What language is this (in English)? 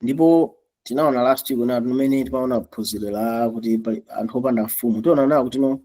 Nyanja